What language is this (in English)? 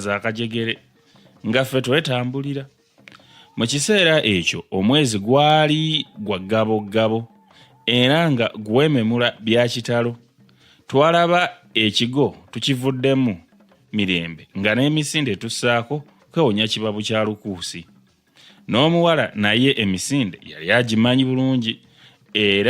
Ganda